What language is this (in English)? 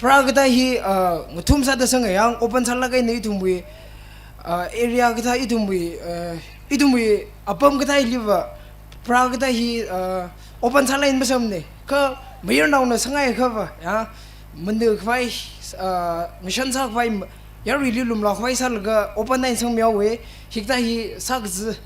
Tangkhul Naga (India)